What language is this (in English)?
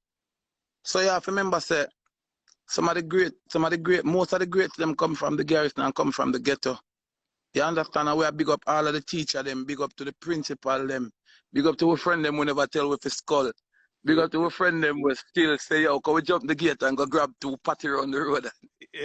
Jamaican Creole English